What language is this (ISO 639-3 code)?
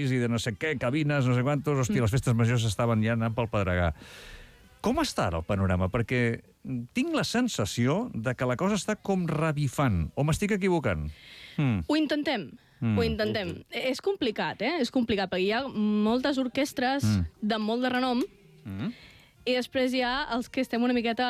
cat